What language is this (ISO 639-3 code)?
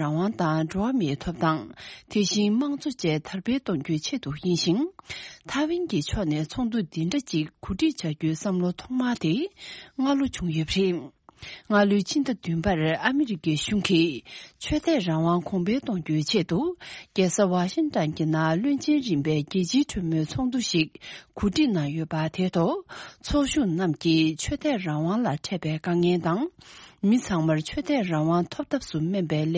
bod